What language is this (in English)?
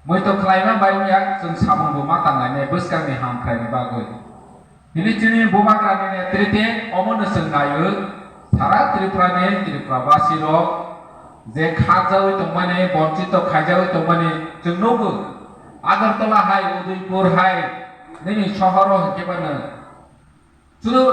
Kok Borok